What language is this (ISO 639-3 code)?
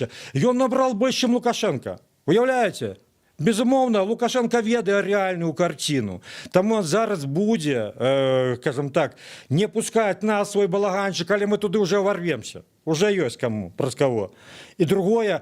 bel